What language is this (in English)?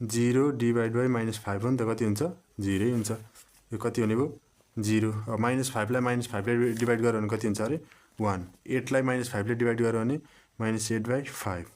Nepali